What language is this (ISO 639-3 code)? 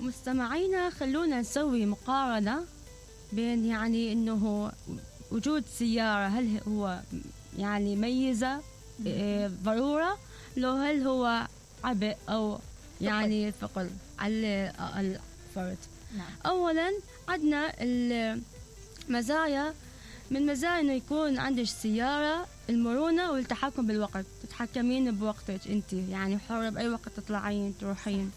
acm